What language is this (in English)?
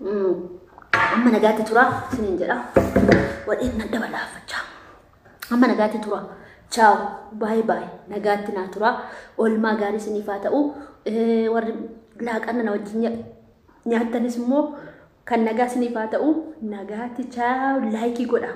Oromo